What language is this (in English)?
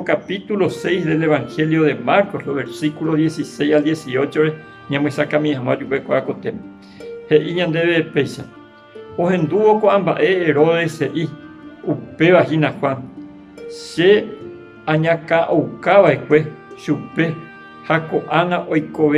Guarani